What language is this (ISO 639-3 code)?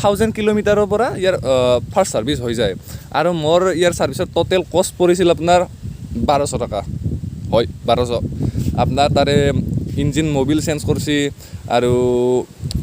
asm